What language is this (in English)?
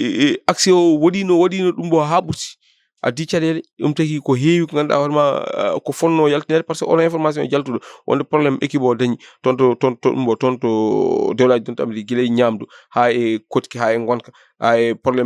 Fula